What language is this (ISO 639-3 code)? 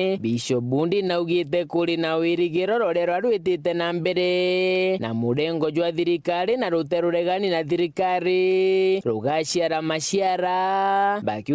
mer